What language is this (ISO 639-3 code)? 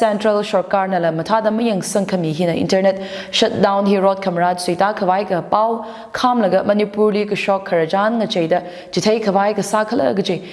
nmf